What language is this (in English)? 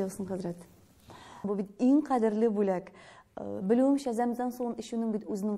Tatar